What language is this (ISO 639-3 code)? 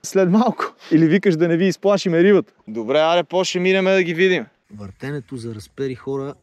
bul